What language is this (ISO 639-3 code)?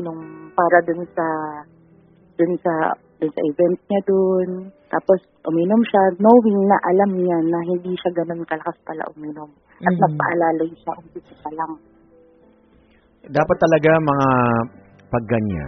fil